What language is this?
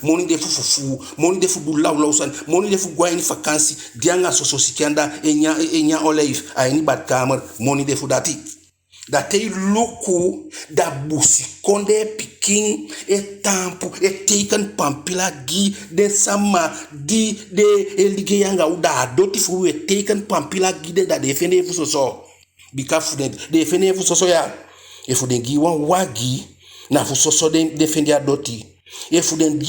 Eastern Maroon Creole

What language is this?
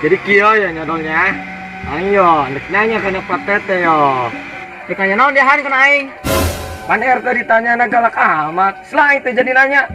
Sundanese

